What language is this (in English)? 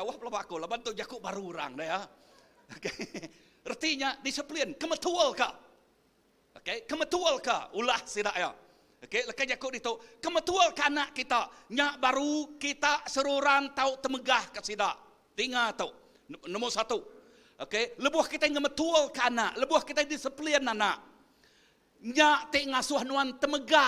Iban